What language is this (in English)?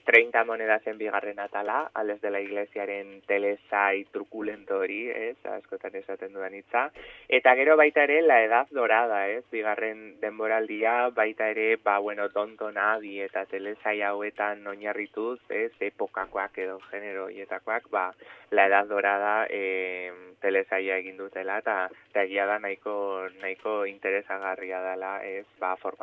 Basque